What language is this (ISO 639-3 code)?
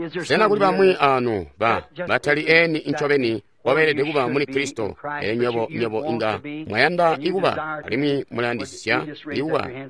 toi